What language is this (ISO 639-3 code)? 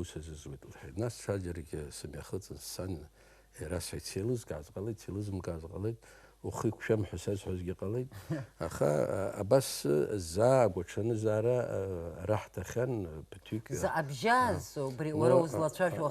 abk